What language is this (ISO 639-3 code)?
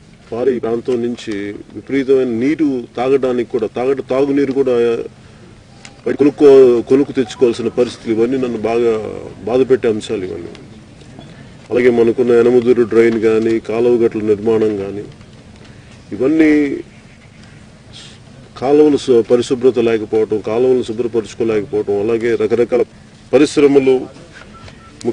tel